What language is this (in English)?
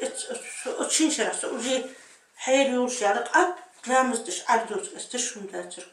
Chechen